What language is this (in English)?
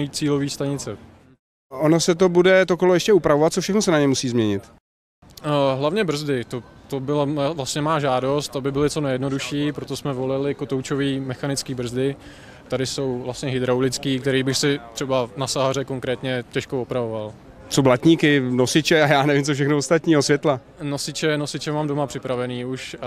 Czech